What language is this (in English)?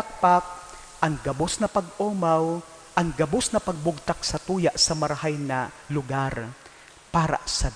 Bikol